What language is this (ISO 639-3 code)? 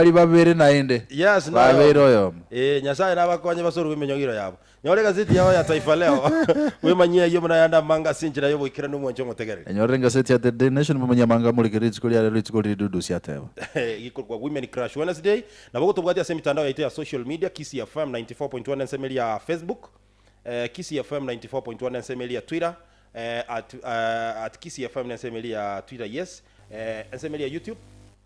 guz